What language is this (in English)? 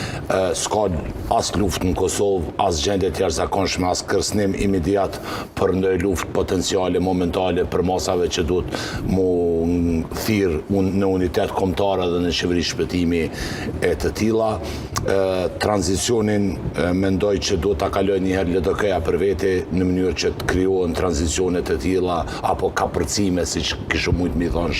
Albanian